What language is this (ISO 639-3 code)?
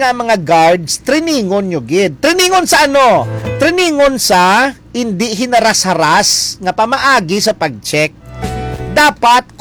hil